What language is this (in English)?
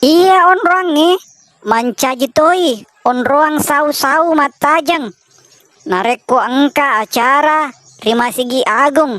Buginese